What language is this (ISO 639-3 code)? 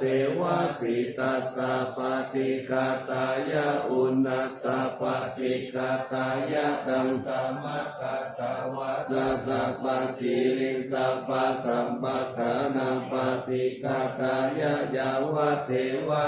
pli